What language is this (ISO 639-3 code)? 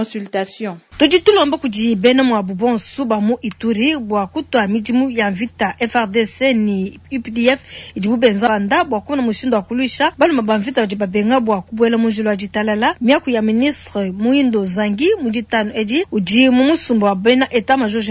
lua